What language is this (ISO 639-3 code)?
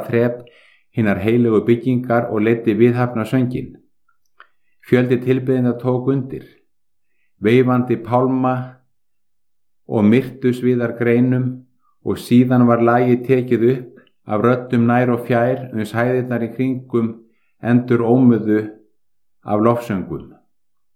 isl